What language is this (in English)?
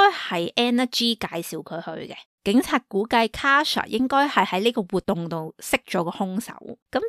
Cantonese